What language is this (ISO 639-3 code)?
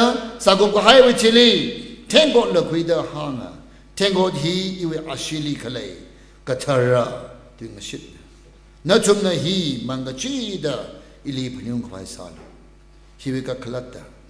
nmf